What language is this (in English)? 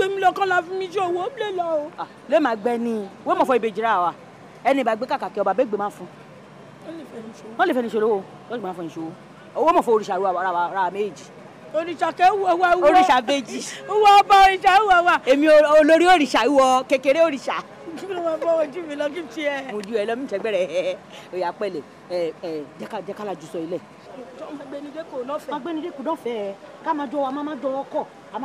Yoruba